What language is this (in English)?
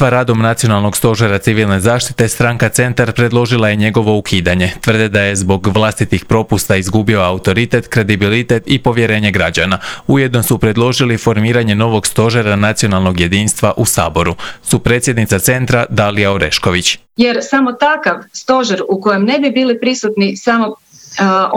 Croatian